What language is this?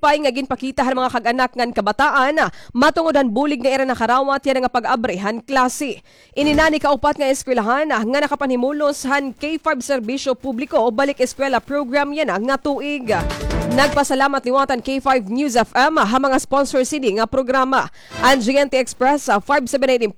Waray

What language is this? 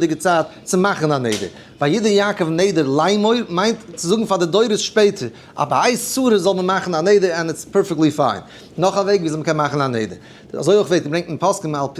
Yiddish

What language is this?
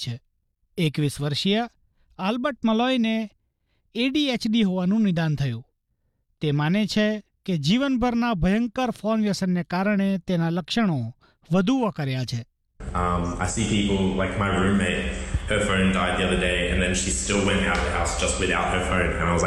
Gujarati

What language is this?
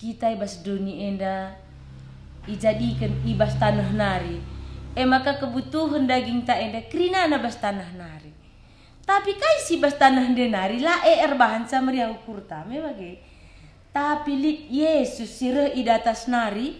Batak Karo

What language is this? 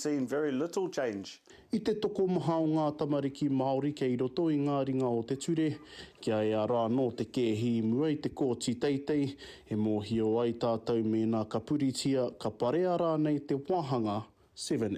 Māori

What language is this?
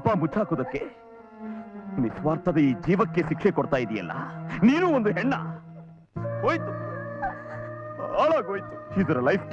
Kannada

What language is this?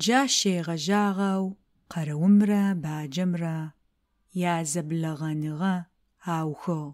Adyghe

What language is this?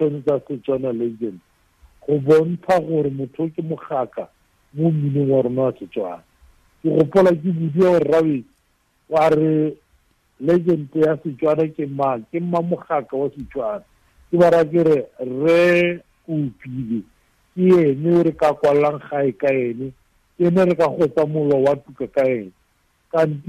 Tswana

